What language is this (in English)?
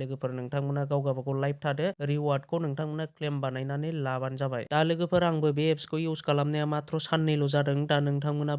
Bodo